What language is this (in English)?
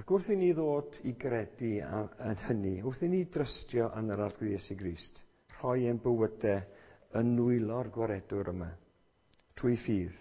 Welsh